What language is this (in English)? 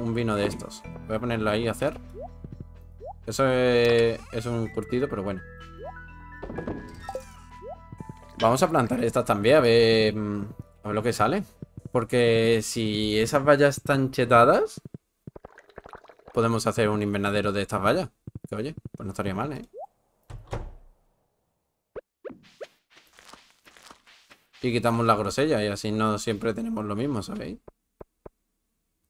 Spanish